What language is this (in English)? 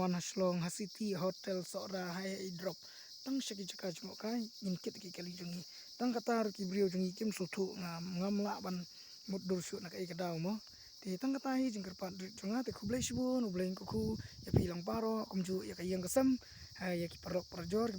Khasi